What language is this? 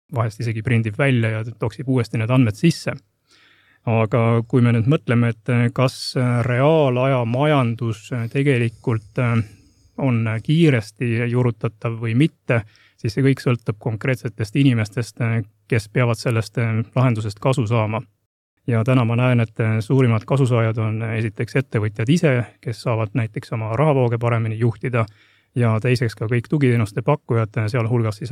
Estonian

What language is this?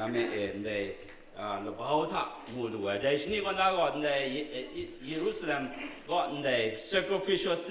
Kachin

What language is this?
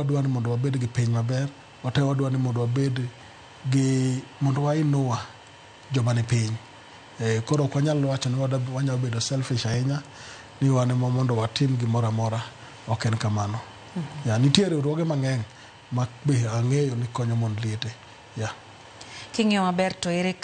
Luo (Kenya and Tanzania)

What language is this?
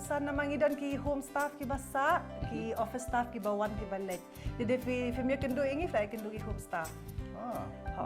Khasi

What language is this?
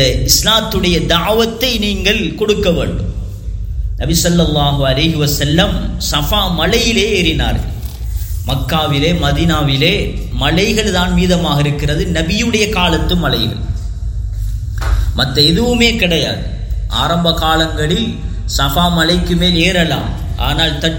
Tamil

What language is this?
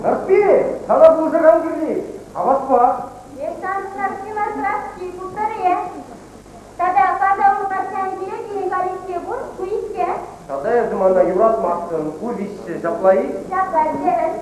Chuvash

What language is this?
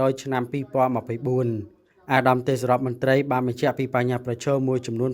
Khmer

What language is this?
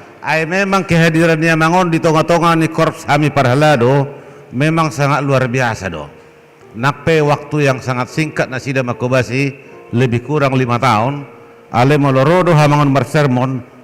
Batak Toba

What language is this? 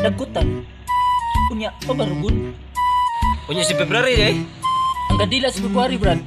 Cebuano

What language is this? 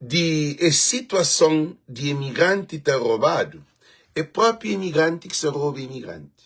Kabuverdianu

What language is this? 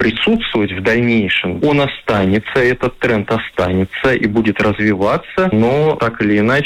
Russian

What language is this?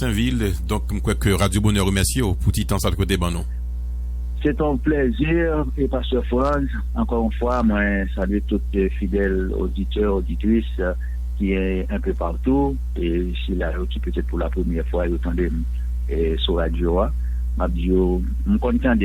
Haitian Creole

